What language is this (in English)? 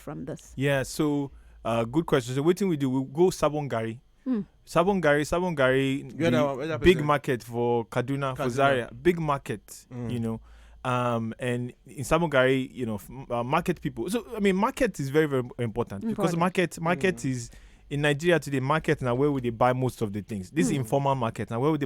Nigerian Pidgin